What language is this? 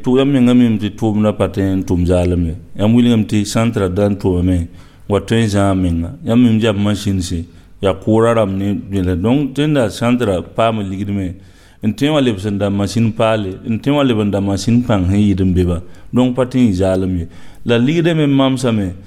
Mossi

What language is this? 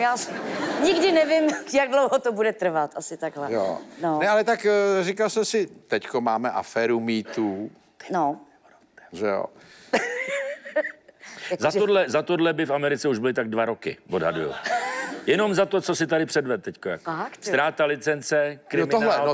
Czech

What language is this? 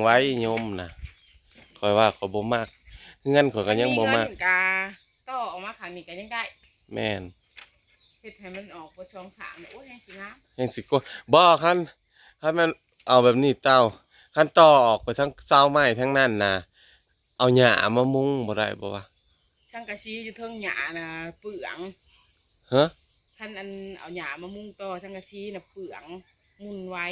Northeastern Thai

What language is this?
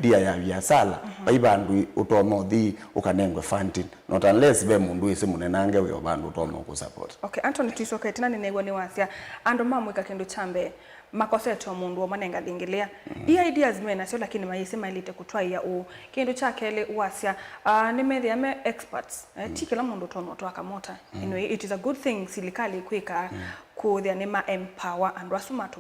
Kamba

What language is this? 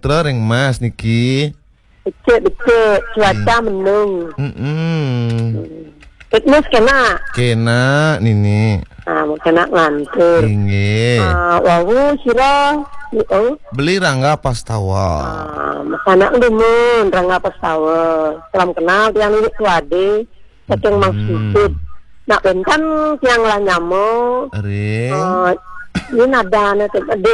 Balinese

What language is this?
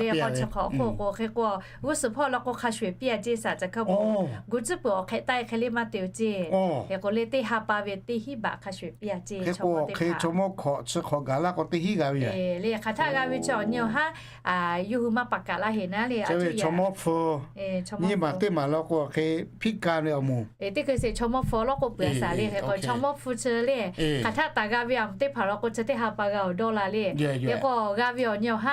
Lahu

